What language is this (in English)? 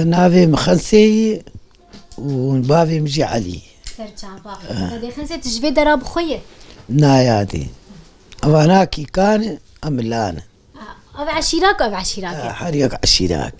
Kurdish